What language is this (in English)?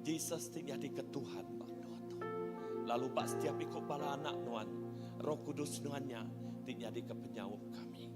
Iban